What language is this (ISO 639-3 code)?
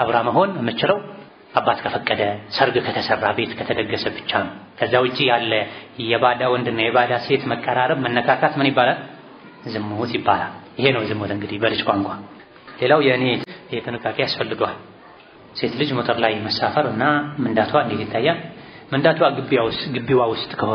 amh